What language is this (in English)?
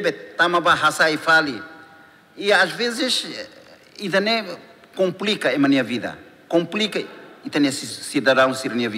Tetum